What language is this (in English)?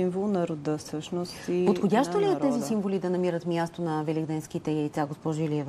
Bulgarian